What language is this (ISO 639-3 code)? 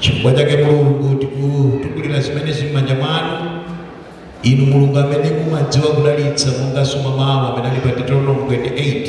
nya